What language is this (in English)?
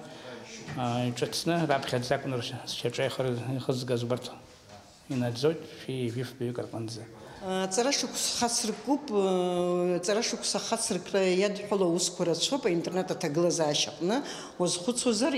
Abkhazian